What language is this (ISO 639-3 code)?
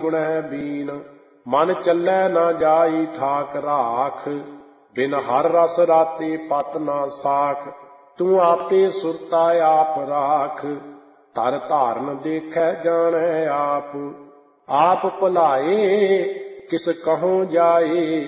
pan